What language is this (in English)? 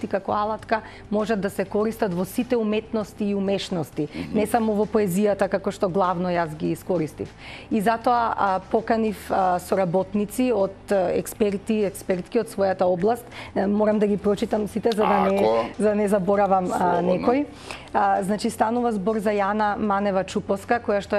Macedonian